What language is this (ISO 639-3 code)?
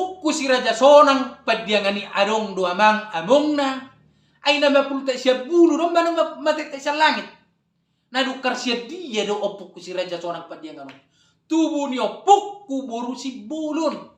bbc